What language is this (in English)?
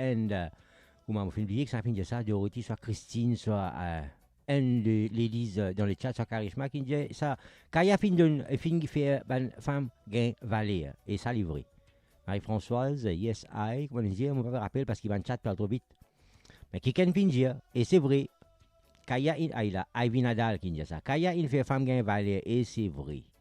Morisyen